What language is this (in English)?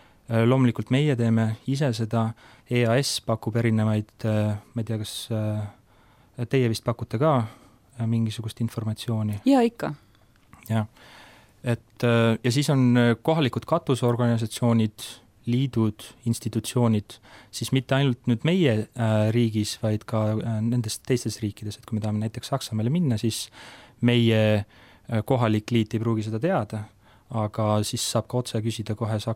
Estonian